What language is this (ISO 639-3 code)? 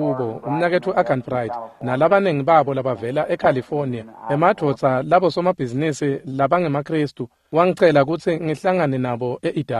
ssw